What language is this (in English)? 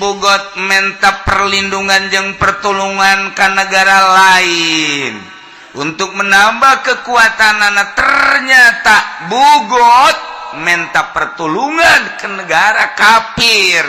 Sundanese